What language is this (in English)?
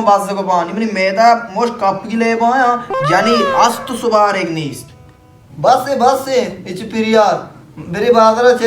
Baluchi